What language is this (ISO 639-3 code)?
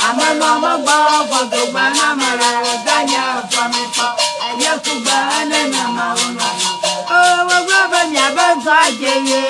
ewe